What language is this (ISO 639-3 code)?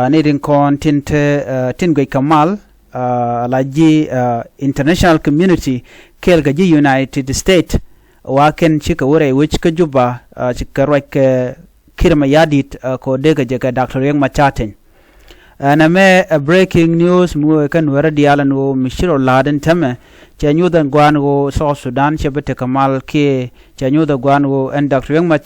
nus